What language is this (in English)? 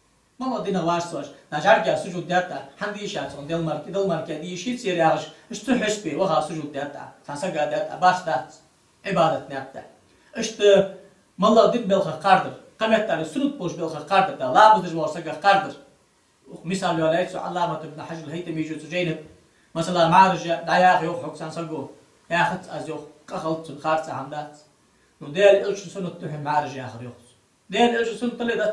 Ingush